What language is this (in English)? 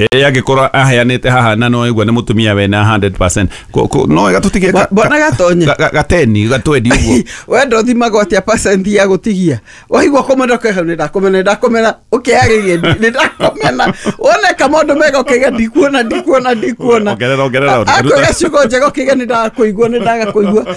Kikuyu